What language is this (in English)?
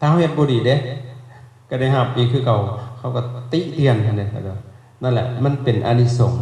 Lao